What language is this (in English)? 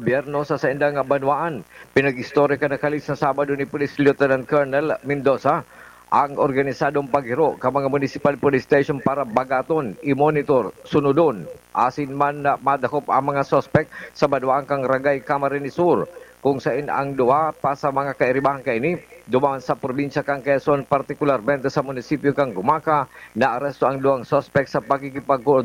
Bikol